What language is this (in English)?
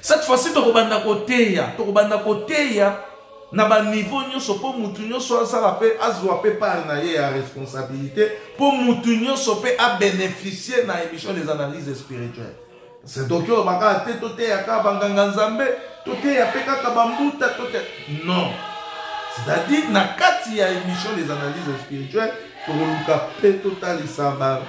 Lingala